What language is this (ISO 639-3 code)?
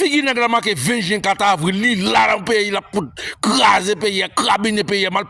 hat